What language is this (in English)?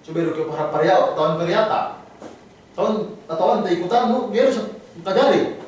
Yakan